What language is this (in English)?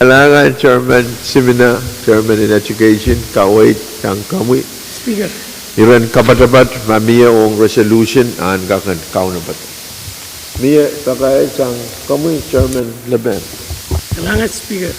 Pohnpeian